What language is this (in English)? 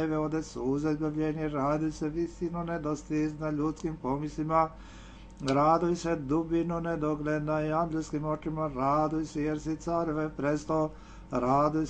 Serbian